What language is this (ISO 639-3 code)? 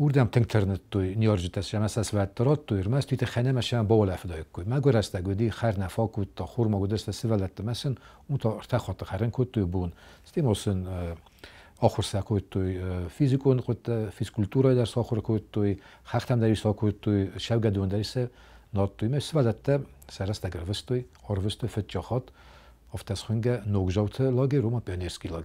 oss